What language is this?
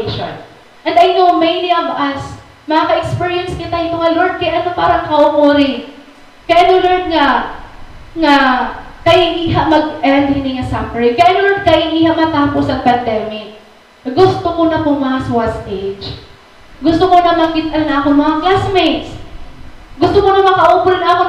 Waray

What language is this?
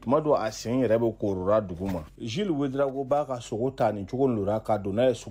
Bambara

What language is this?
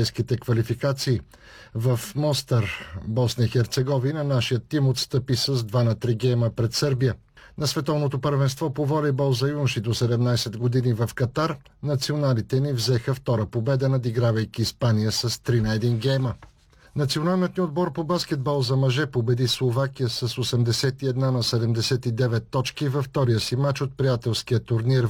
Bulgarian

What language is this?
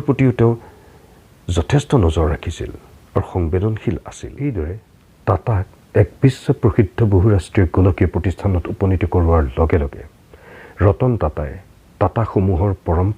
Assamese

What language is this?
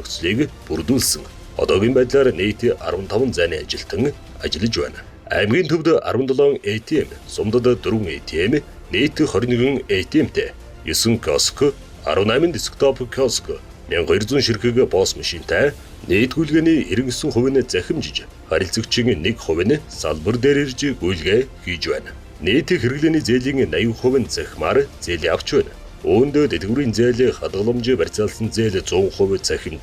Mongolian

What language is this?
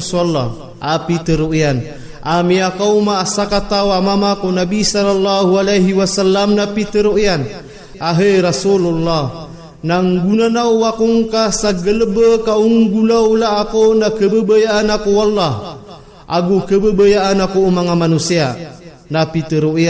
Maranao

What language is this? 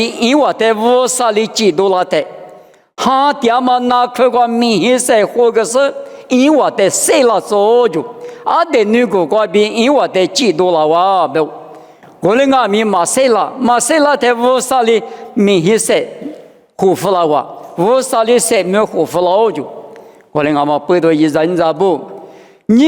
Lisu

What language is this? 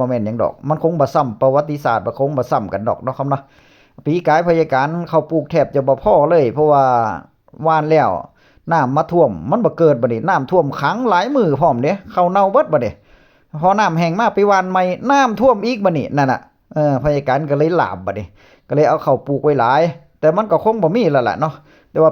Northeastern Thai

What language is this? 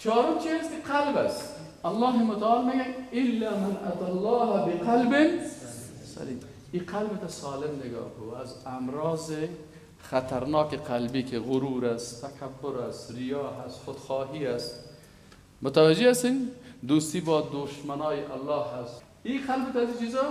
Persian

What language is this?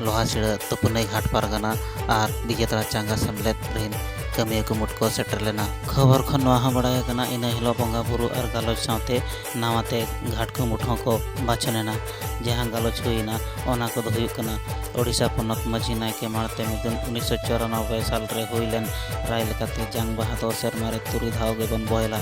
Santali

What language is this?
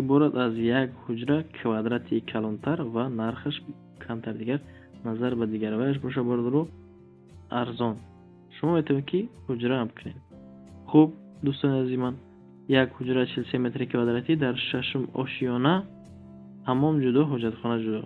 Tajik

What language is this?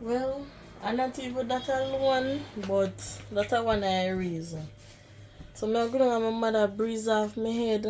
Jamaican Creole English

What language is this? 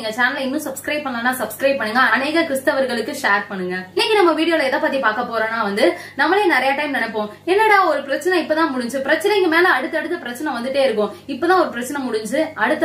Tamil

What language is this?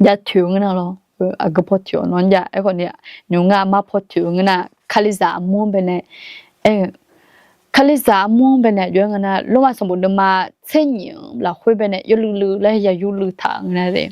Akha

